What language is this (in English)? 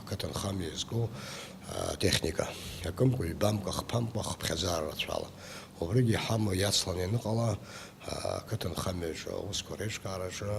Abkhazian